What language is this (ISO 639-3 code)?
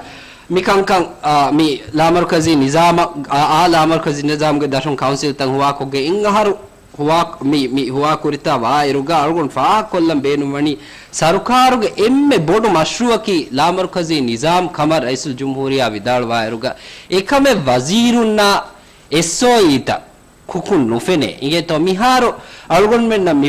div